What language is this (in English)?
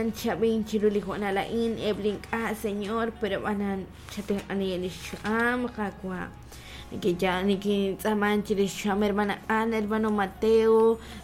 Kekchí